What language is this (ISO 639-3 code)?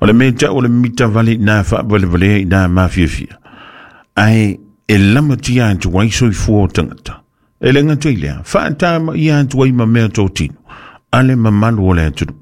smo